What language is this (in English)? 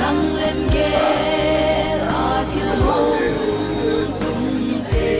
Paite Chin